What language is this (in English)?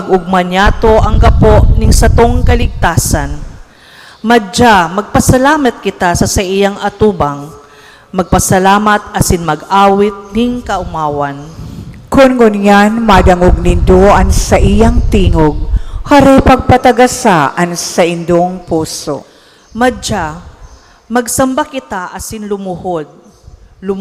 Bikol